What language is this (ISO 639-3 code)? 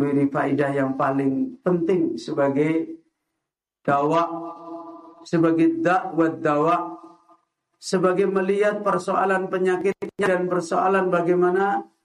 ind